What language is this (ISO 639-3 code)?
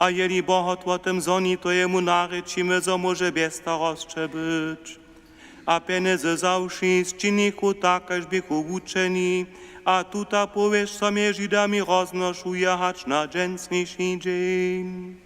hsb